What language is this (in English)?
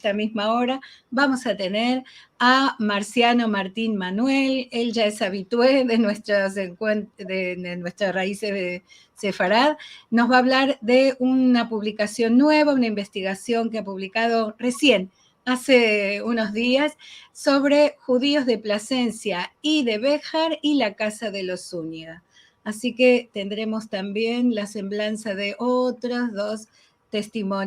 Ladino